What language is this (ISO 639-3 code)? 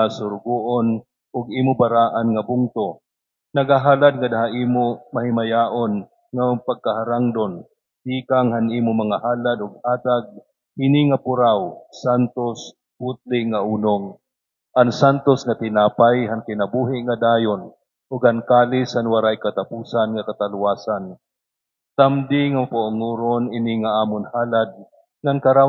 war